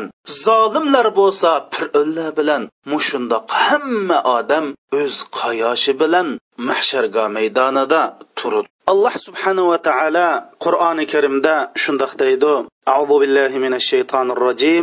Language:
Uyghur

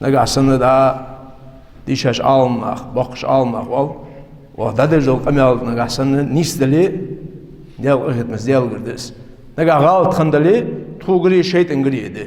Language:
Ingush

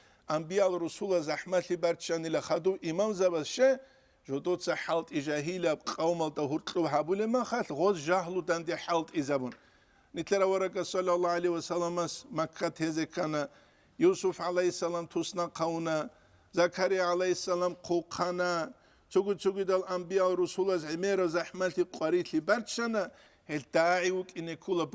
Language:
Avaric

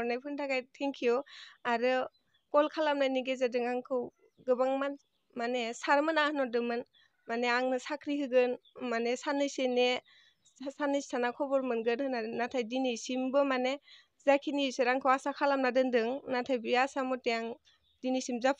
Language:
Bodo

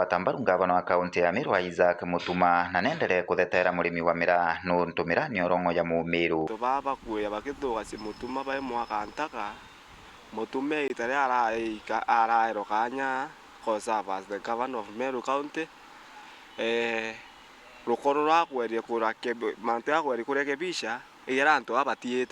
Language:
Meru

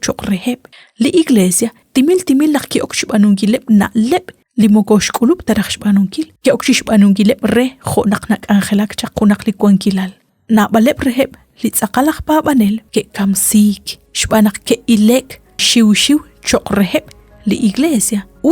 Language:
Kekchí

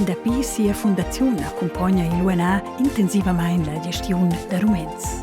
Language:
Romansh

